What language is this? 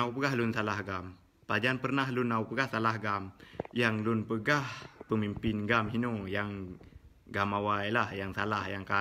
Achinese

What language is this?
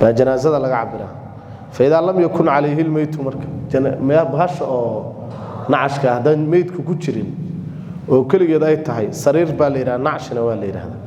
Somali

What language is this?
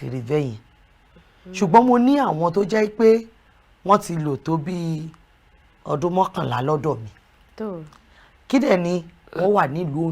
Yoruba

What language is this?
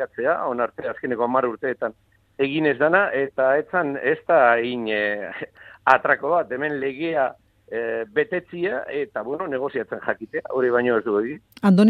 Basque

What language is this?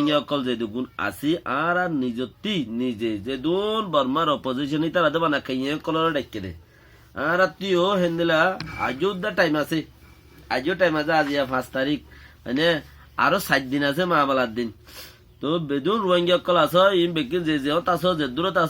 Rohingya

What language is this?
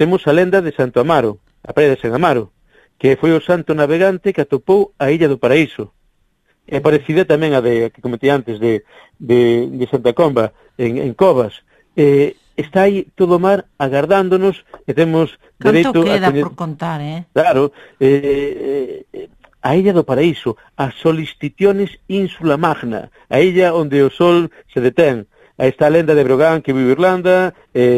Galician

